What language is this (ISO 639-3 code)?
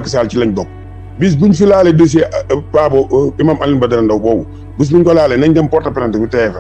wol